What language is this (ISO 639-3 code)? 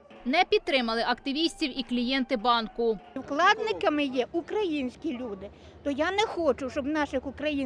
ukr